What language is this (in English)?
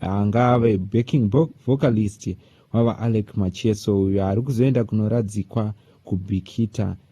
Shona